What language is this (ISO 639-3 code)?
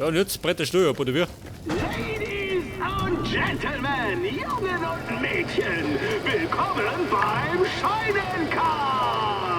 bar